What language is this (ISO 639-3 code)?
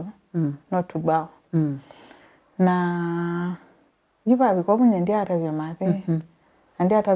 kam